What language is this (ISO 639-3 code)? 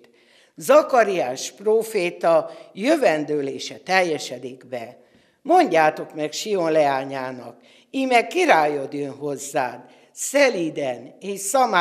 hun